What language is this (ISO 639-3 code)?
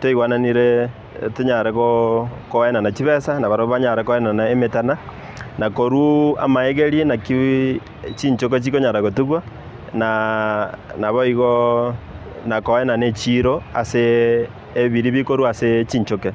guz